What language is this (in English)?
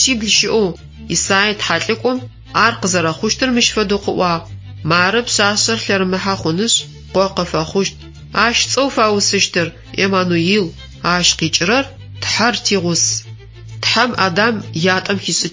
Adyghe